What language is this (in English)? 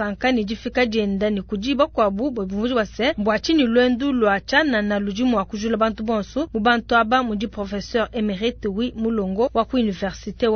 Luba-Lulua